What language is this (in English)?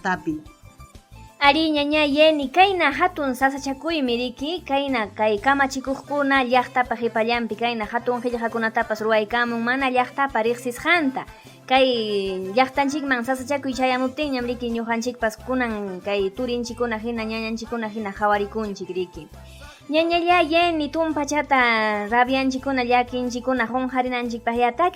Ayacucho Quechua